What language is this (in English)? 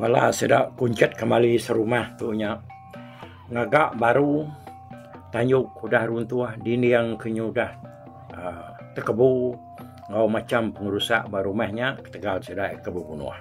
Iban